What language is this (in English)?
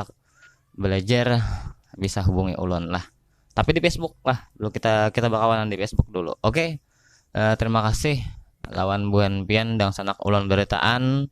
Banjar